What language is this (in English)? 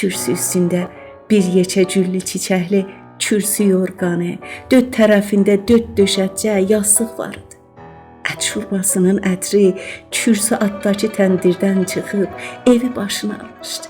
South Azerbaijani